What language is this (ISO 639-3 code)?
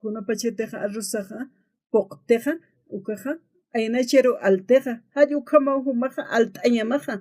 aym